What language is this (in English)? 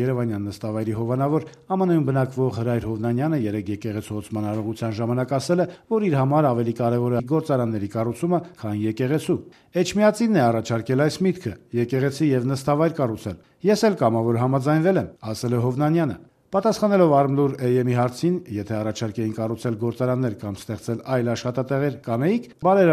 Armenian